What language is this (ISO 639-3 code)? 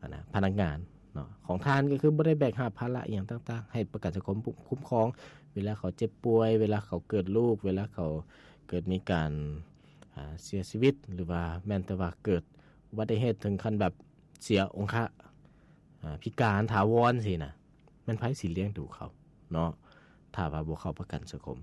lao